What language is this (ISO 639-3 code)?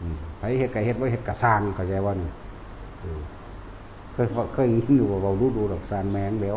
tts